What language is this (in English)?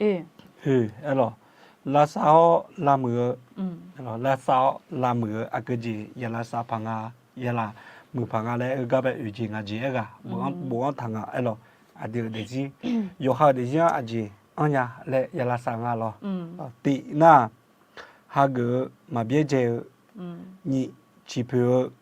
Akha